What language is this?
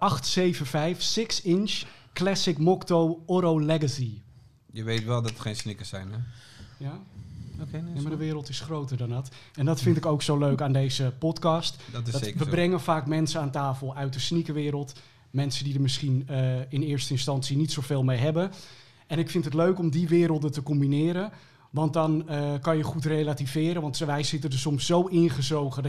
Dutch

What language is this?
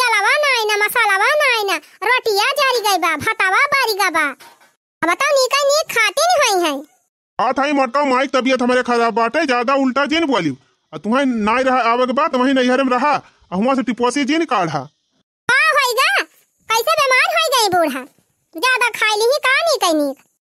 Awadhi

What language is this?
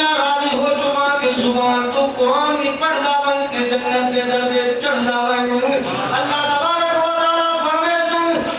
Saraiki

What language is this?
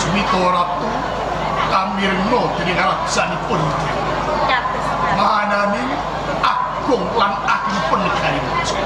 Javanese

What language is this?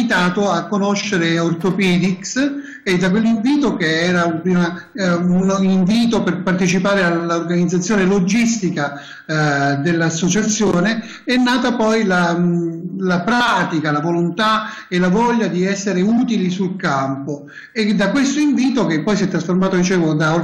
Italian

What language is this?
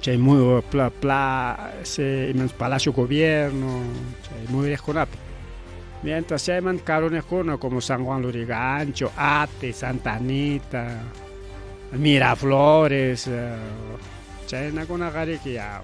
Ayacucho Quechua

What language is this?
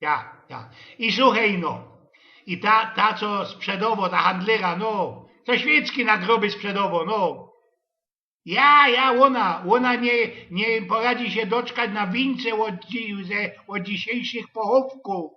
Silesian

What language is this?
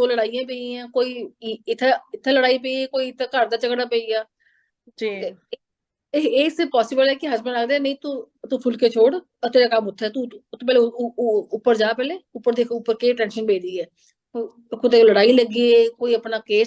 Dogri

